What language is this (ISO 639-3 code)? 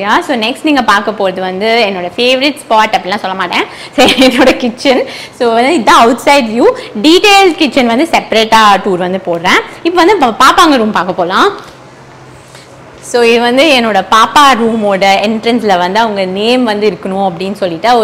tam